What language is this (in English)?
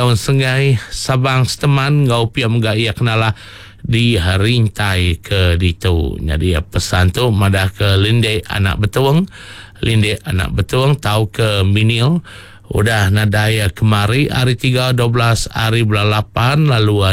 Iban